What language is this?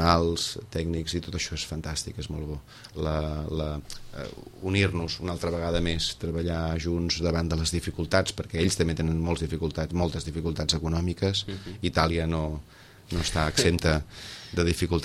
Catalan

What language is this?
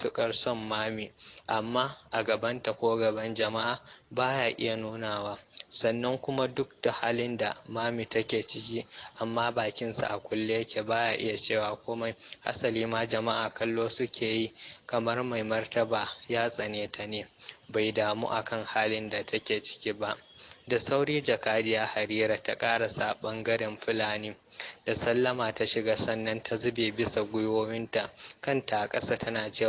Hausa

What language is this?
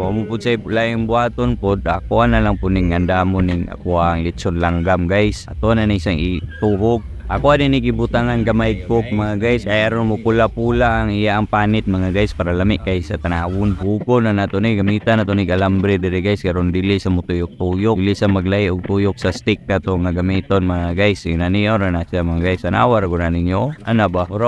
Cebuano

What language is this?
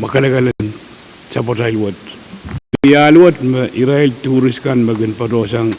Pohnpeian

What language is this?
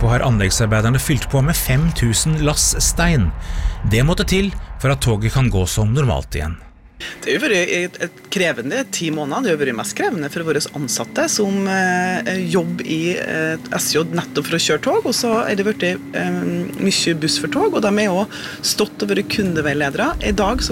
Norwegian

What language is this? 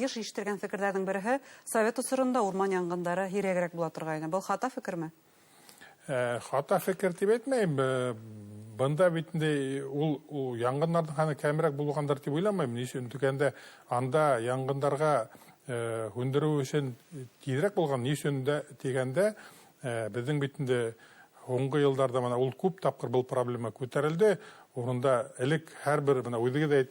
Bashkir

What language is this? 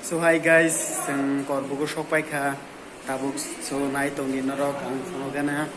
Kok Borok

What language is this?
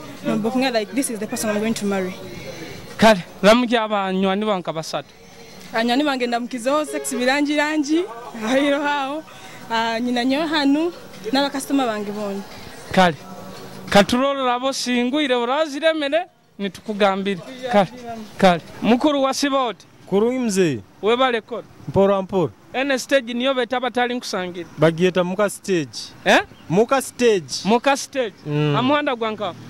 Nyoro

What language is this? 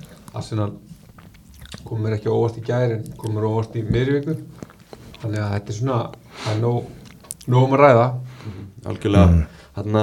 Icelandic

